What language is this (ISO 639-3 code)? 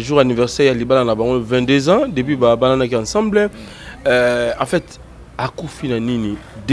lin